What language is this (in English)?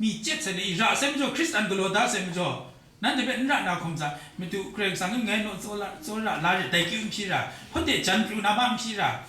Kachin